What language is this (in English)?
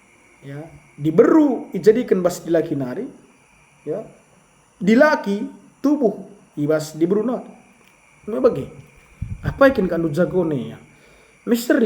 Batak Karo